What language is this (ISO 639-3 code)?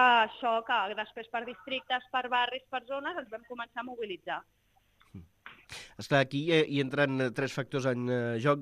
cat